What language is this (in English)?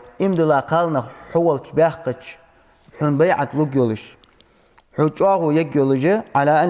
Ingush